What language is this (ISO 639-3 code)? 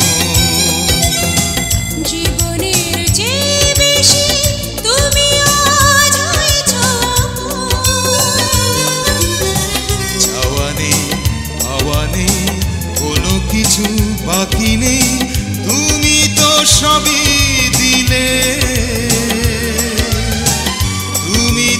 ben